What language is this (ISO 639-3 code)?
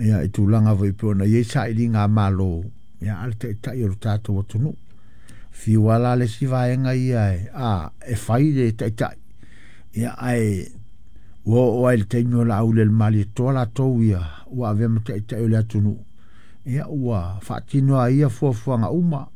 smo